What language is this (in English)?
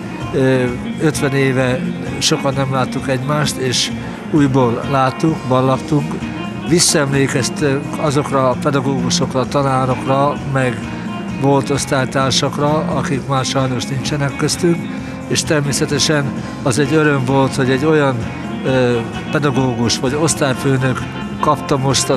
Hungarian